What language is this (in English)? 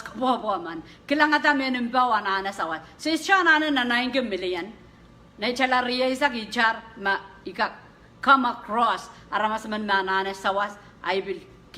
Pohnpeian